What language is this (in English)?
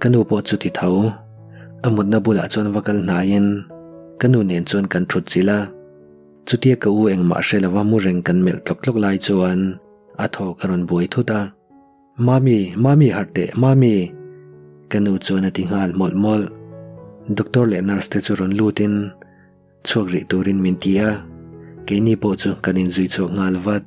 Mizo